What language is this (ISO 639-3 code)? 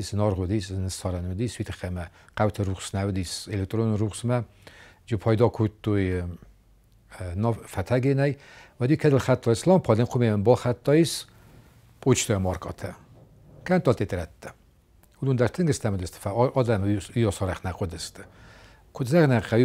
oss